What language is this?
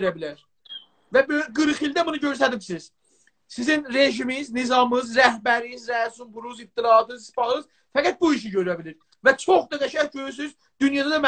South Azerbaijani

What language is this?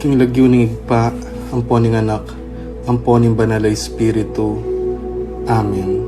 Pampanga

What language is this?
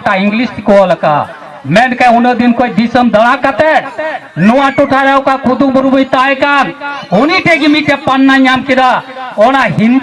Santali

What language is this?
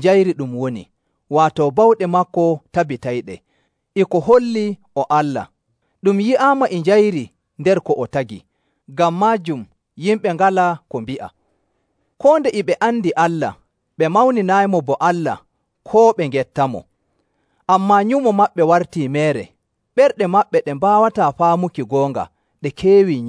Nigerian Fulfulde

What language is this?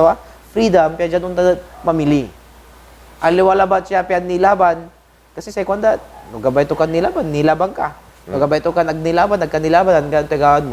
Pangasinan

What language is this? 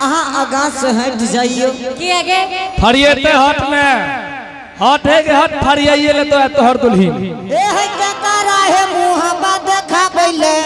Angika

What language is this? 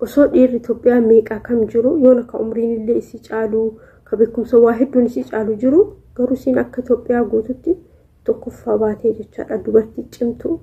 Oromo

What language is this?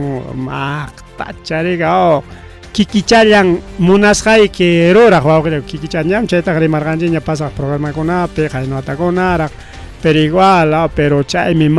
Ayacucho Quechua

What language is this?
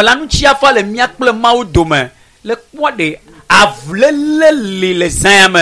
Ewe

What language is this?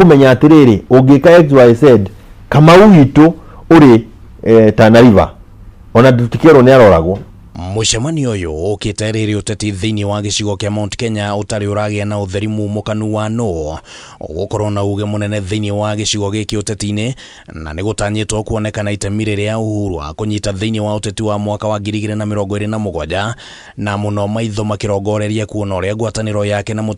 Kikuyu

